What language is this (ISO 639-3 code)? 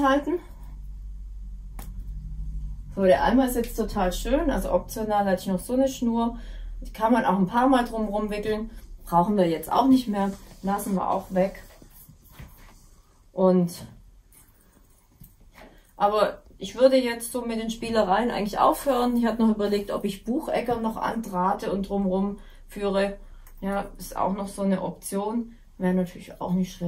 deu